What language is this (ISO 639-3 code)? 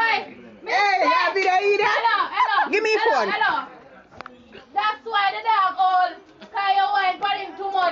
jam